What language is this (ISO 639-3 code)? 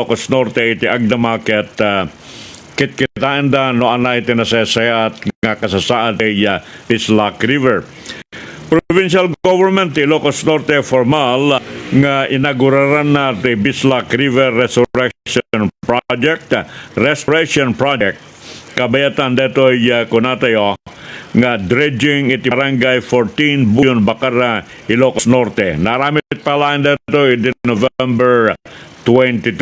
ilo